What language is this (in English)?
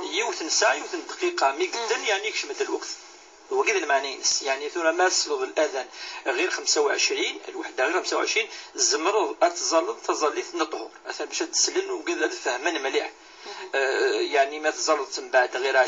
Kabyle